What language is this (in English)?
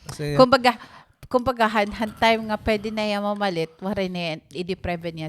Waray